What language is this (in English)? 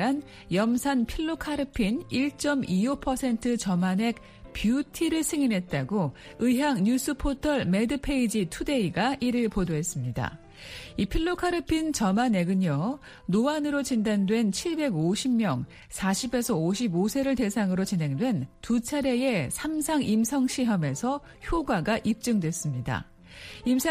Korean